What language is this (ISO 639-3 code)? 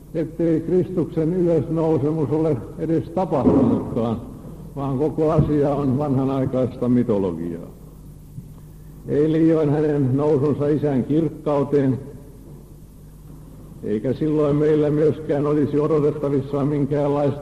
fin